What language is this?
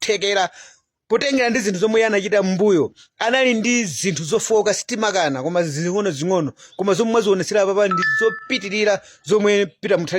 Nyanja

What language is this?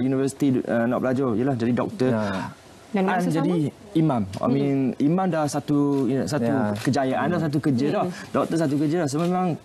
Malay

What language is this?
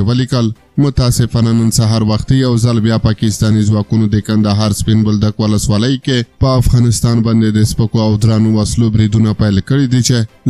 Pashto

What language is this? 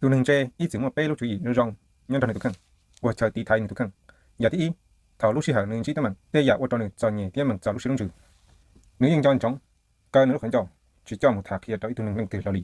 Hmong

